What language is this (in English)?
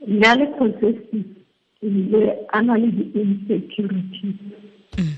Tswana